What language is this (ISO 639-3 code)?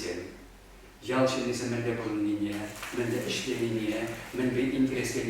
chv